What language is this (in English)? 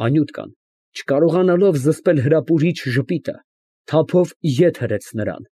Armenian